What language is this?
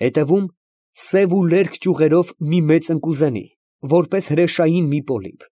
Armenian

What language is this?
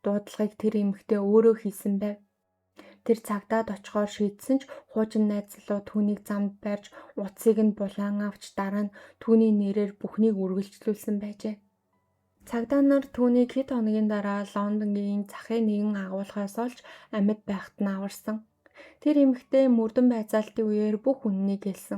Mongolian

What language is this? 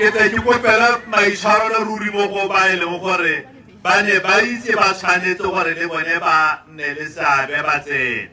Tswana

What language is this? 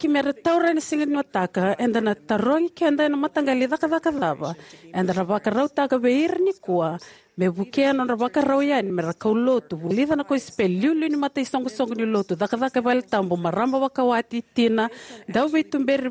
Fijian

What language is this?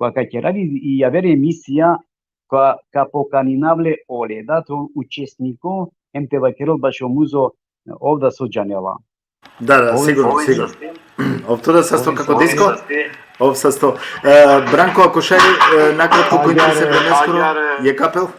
Balkan Romani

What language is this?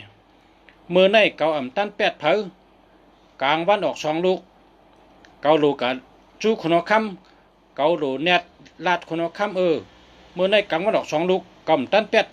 Shan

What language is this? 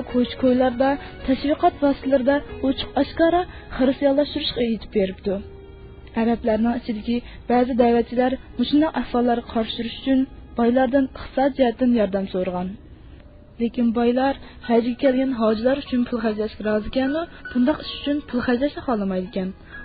Uyghur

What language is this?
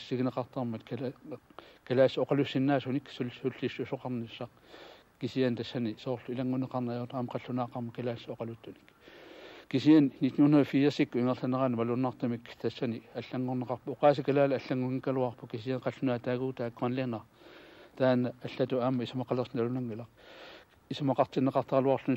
Kalaallisut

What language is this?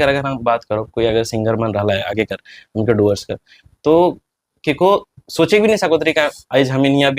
Sadri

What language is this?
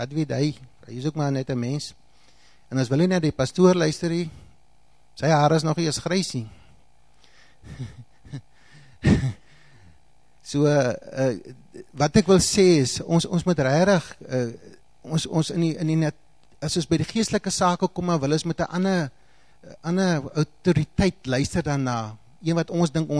Afrikaans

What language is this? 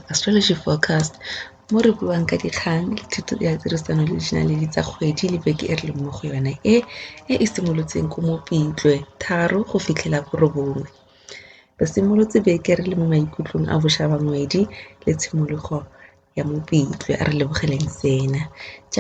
Tswana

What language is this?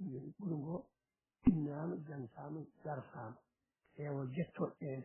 Fula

